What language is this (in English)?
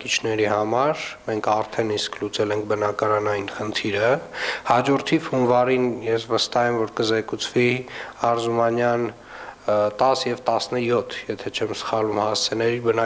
Armenian